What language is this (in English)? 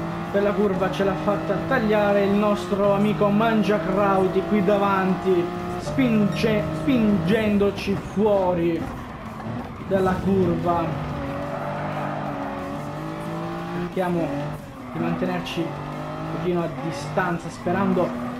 Italian